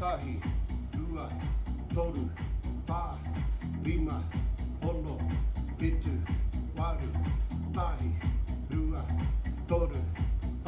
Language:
Māori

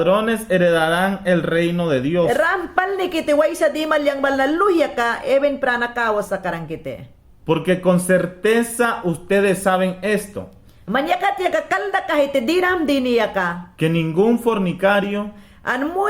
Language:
Mayangna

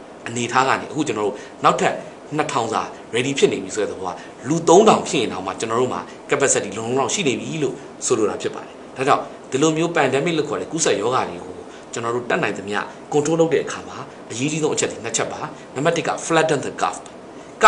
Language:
Burmese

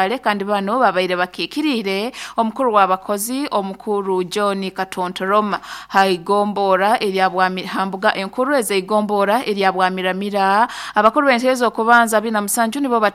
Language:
Nyoro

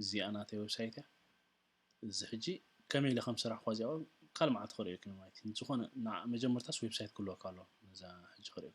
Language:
Tigrinya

